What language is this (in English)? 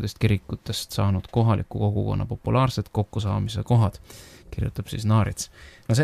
Estonian